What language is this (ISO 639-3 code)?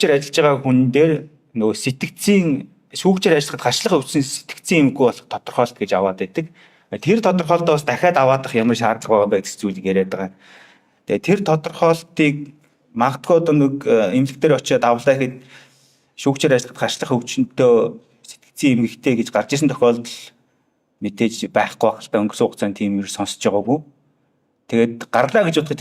mon